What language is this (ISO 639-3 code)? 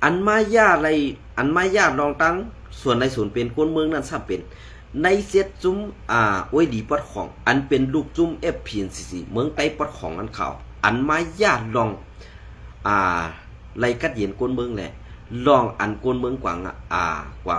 shn